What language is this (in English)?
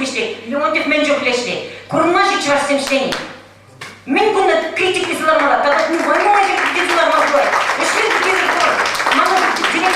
Chuvash